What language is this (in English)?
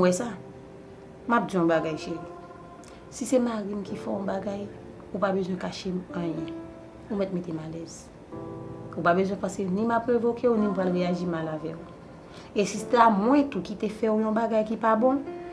Haitian Creole